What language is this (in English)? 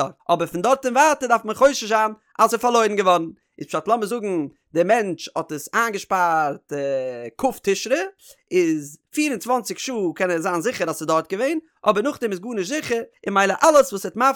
Yiddish